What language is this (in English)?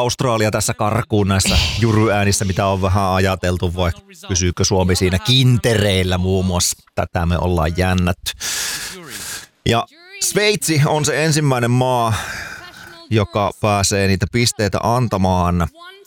Finnish